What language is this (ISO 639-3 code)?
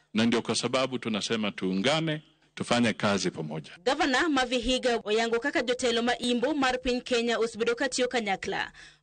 luo